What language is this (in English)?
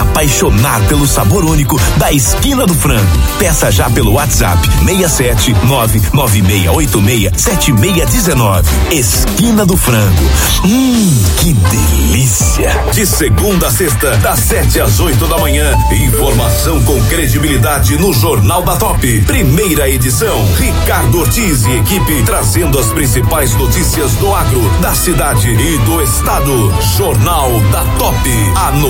Portuguese